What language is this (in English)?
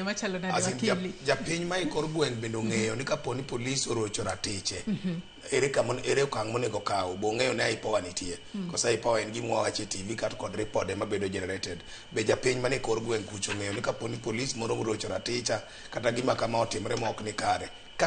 Luo (Kenya and Tanzania)